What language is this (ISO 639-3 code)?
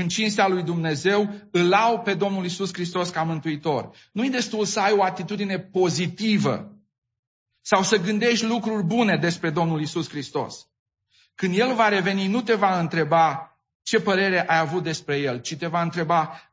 ron